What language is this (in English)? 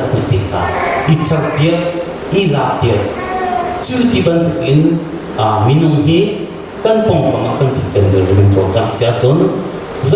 Hakha Chin